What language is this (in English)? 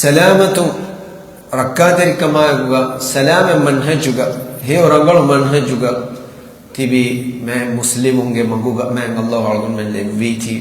Divehi